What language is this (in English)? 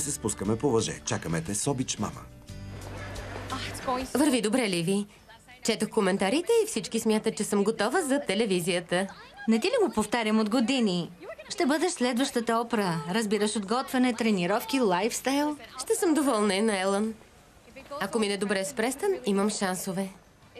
Bulgarian